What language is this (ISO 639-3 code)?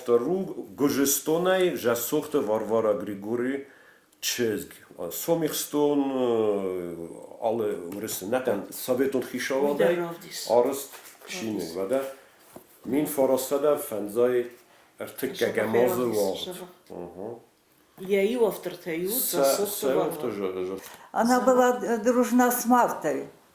oss